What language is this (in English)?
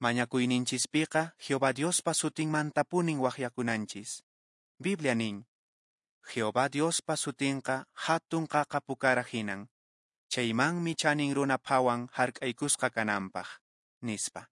Quechua